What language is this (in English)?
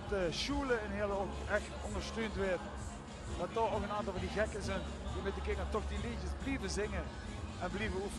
Limburgish